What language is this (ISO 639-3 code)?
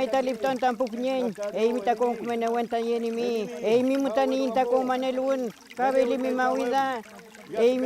arn